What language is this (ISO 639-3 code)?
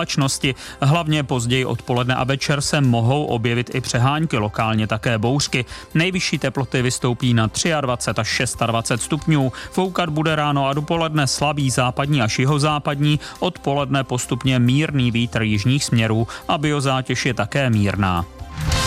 ces